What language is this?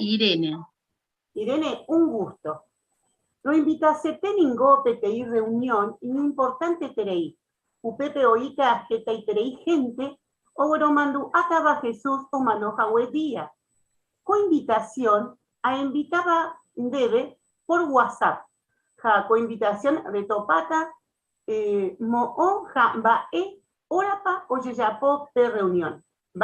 Guarani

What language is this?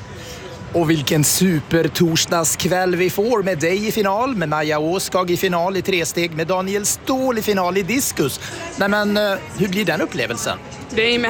Swedish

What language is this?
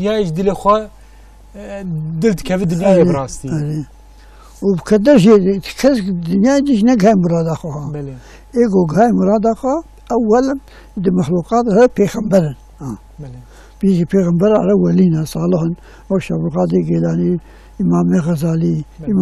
Kurdish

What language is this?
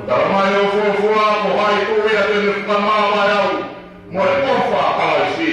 Tongan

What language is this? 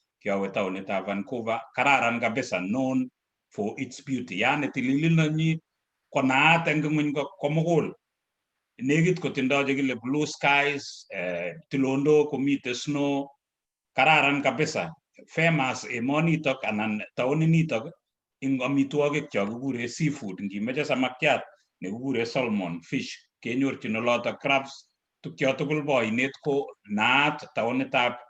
Kalenjin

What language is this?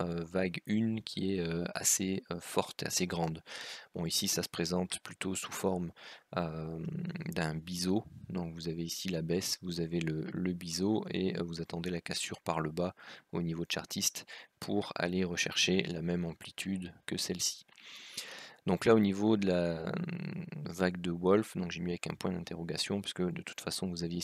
French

